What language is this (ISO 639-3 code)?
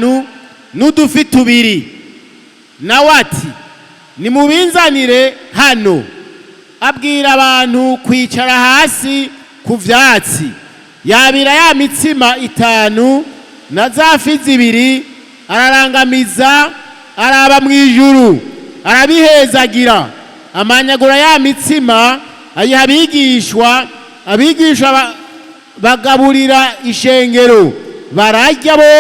run